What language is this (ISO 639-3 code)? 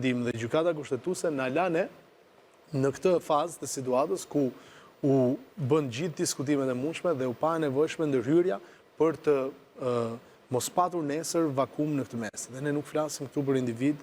sqi